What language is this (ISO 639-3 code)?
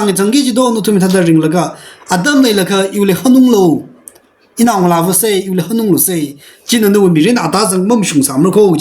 nmf